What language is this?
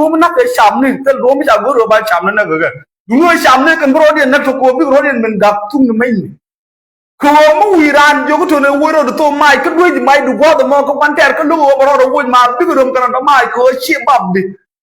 Nuer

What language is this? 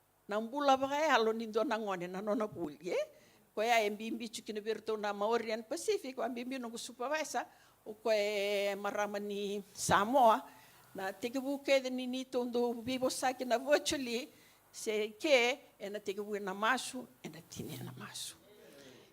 Fijian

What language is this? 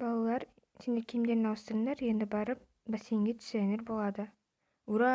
Kazakh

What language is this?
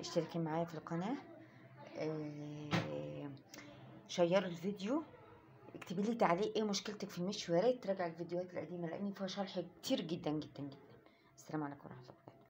Egyptian Arabic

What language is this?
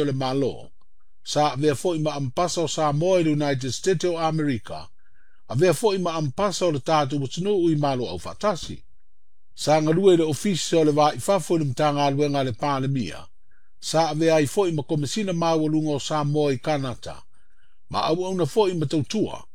Samoan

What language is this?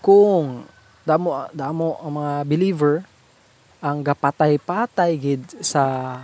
Hiligaynon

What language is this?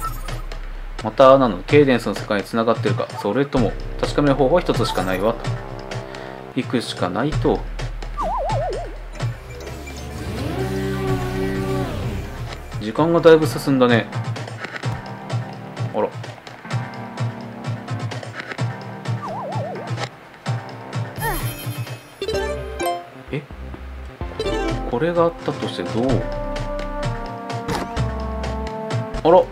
Japanese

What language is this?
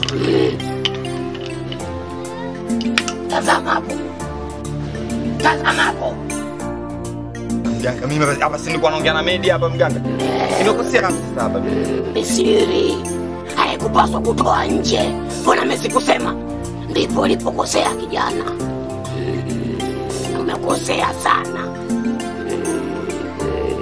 Swahili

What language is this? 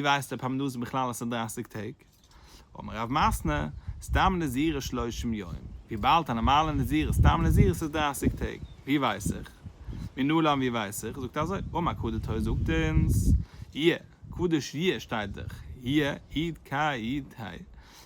Yiddish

